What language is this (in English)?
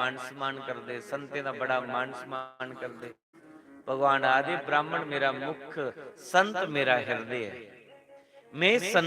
Dogri